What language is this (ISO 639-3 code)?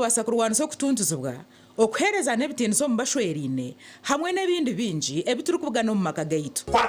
nyn